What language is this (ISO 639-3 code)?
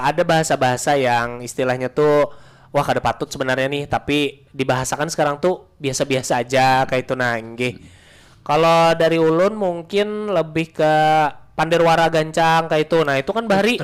bjn